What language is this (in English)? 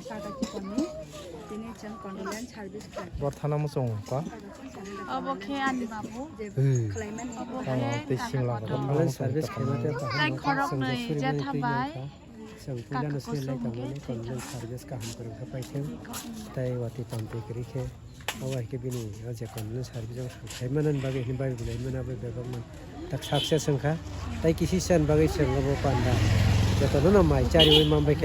Kok Borok